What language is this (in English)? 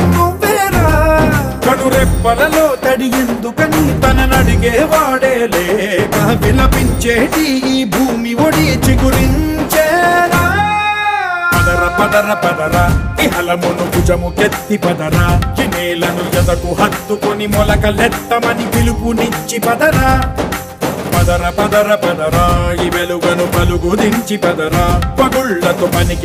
Telugu